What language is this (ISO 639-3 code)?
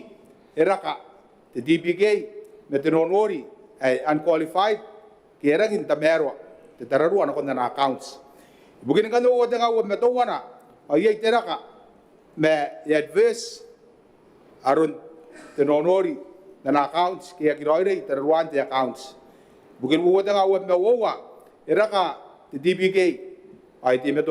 gil